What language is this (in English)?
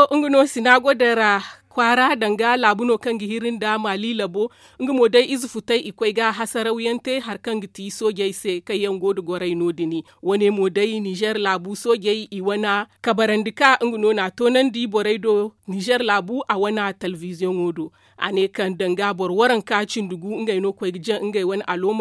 Zarma